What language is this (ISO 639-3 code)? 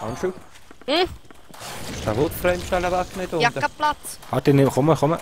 gsw